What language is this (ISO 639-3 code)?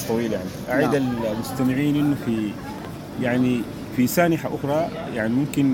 apd